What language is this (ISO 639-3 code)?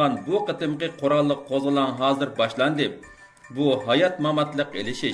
uig